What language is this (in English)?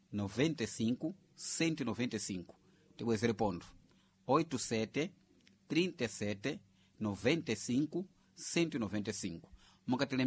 Sena